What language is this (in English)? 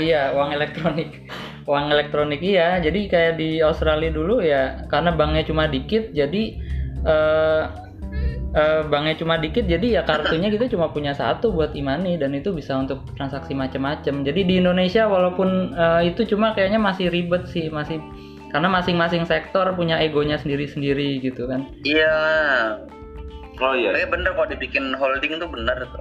Indonesian